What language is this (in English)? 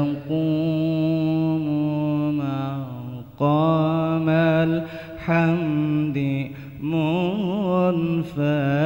Banjar